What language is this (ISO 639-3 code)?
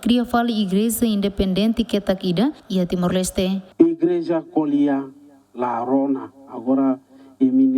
tet